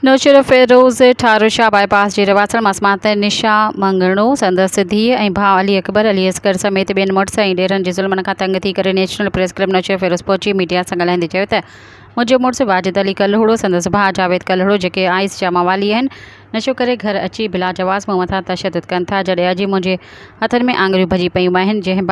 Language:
Sindhi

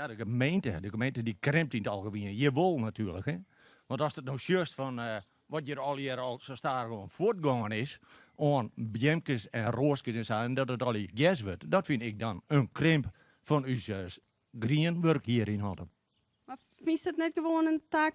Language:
Western Frisian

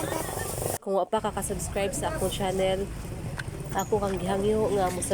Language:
Cebuano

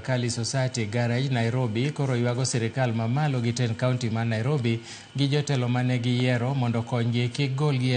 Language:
Luo (Kenya and Tanzania)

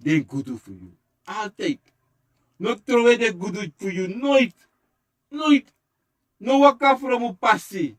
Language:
Sranan Tongo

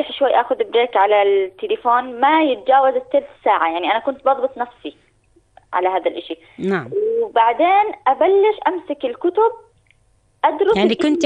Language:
North Levantine Arabic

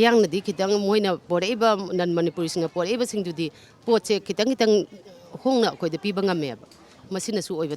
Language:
Manipuri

